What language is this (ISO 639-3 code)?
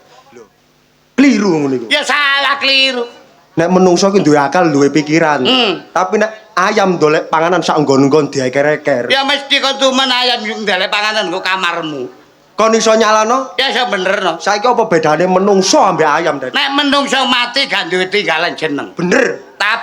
jav